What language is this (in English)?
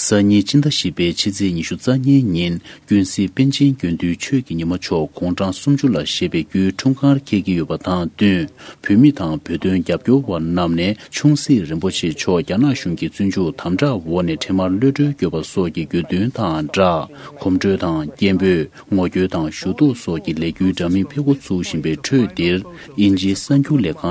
Tibetan